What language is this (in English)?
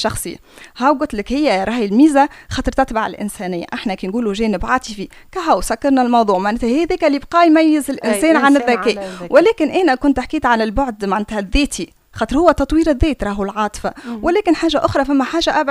Tunisian Arabic